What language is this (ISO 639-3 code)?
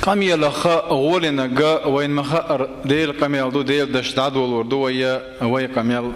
che